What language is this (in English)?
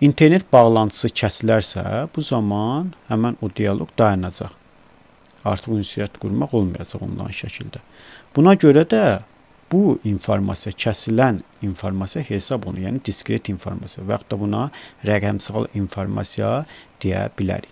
Azerbaijani